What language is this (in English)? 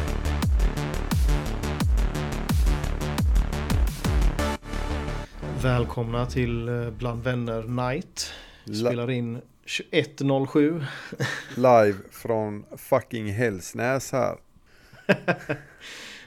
Swedish